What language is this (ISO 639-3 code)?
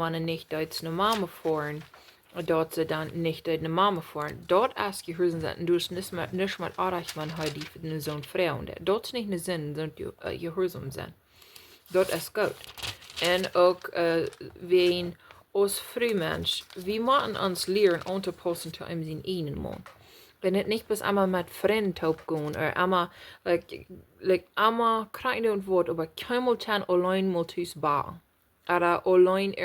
pdt